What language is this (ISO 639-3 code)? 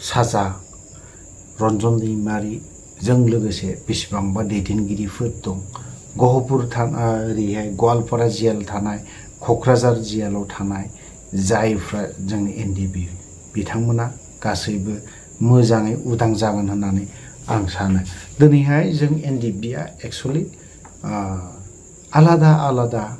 brx